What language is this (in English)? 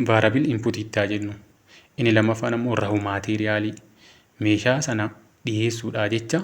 Oromo